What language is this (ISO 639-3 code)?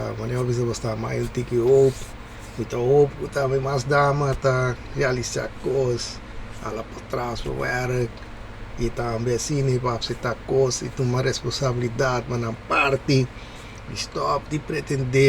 pap